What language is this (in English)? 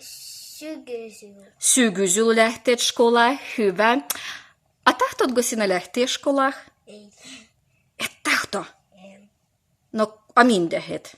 Livvi